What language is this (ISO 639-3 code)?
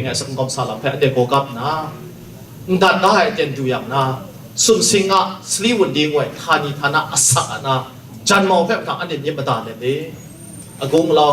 kac